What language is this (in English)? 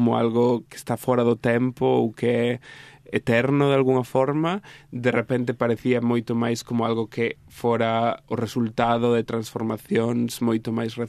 Galician